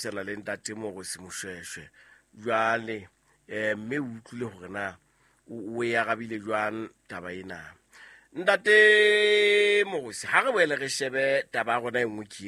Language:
Southern Sotho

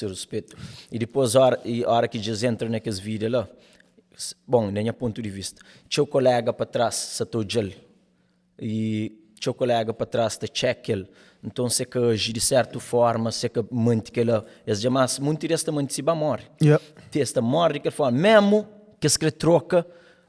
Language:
Kabuverdianu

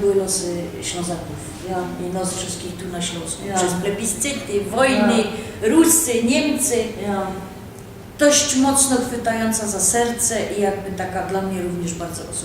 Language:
Silesian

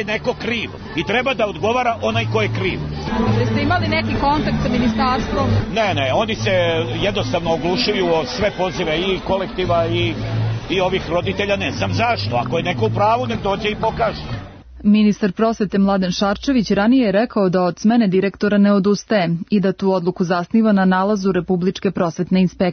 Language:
Serbian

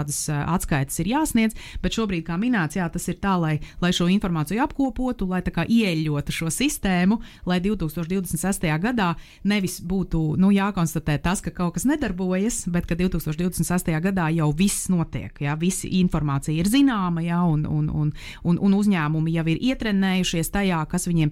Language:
Latvian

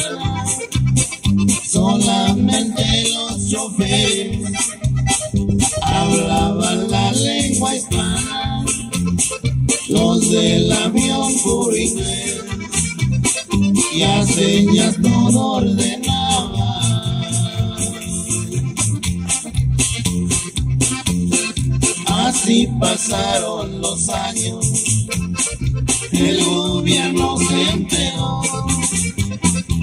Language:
Spanish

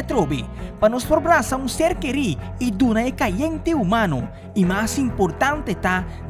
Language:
Papiamento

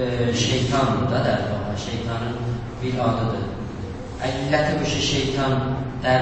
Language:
South Azerbaijani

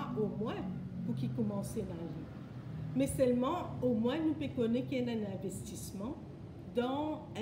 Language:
Morisyen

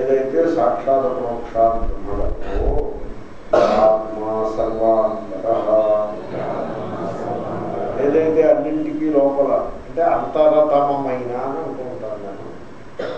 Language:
Telugu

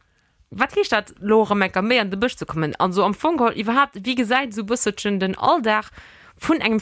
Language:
Luxembourgish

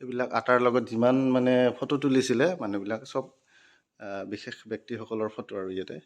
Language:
Assamese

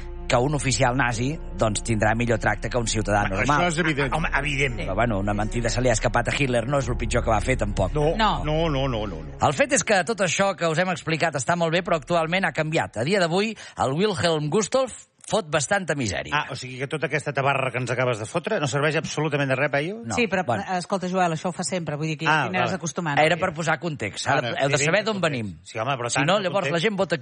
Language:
Catalan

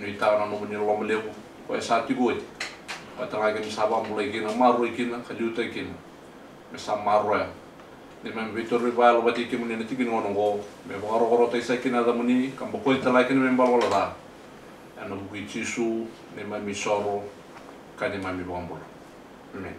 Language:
Fijian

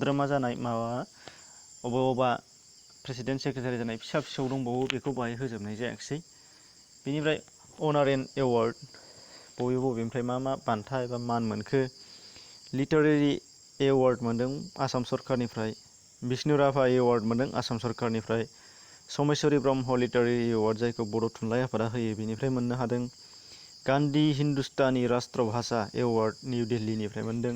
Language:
Bodo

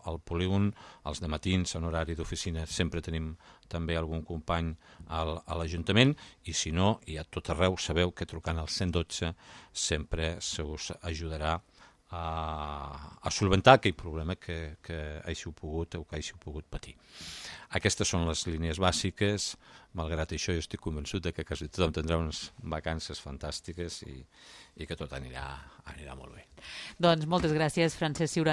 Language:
Catalan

